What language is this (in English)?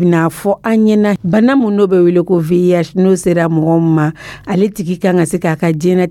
Dyula